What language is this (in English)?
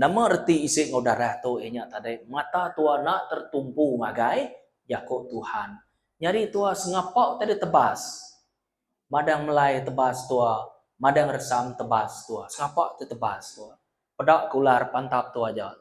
Iban